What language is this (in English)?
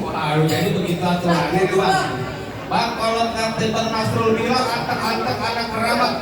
Betawi